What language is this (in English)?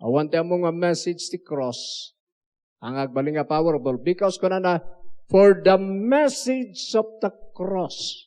Iloko